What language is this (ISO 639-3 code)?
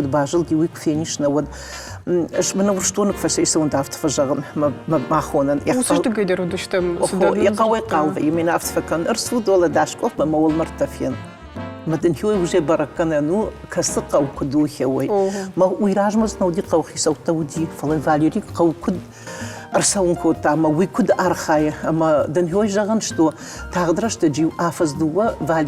oss